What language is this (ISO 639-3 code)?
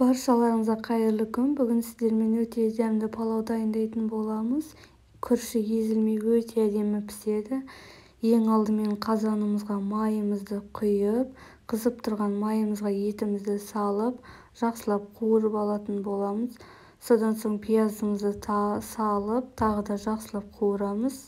kaz